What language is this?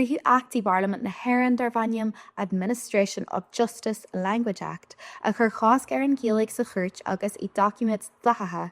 Irish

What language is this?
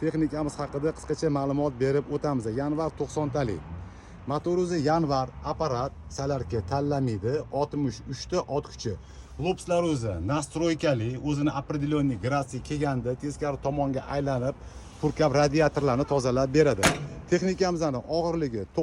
Uzbek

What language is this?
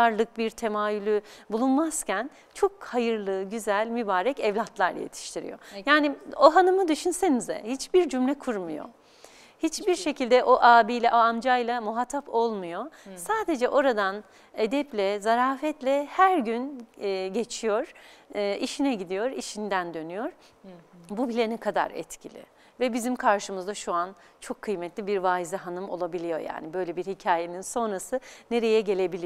Turkish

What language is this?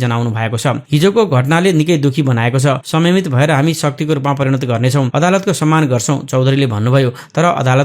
Nepali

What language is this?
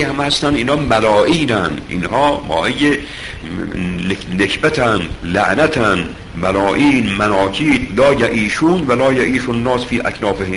Persian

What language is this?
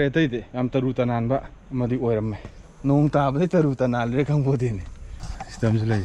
Manipuri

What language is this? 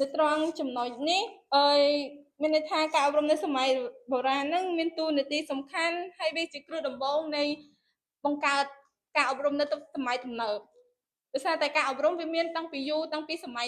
Khmer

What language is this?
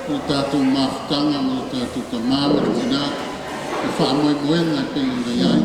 Samoan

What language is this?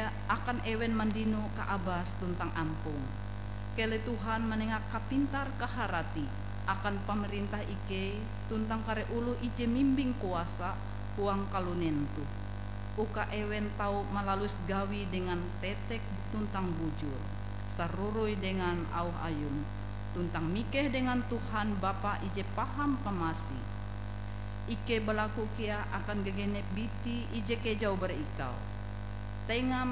Ngaju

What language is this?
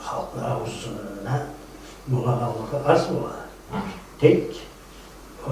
Kumyk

